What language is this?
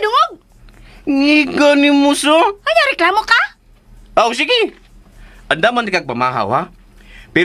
Cebuano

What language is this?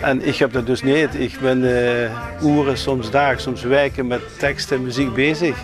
Limburgish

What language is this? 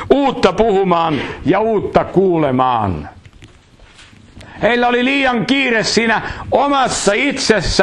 Finnish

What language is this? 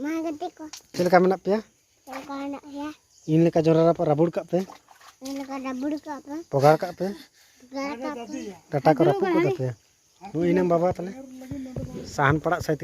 Santali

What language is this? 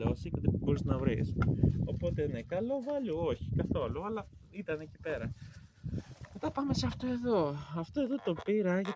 Greek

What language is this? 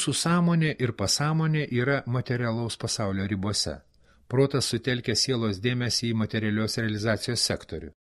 Lithuanian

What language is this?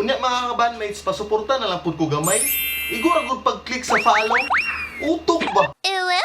Cebuano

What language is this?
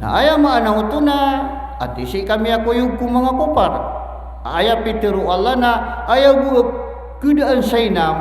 Maranao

